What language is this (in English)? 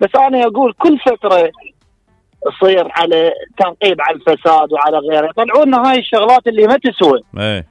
Mesopotamian Arabic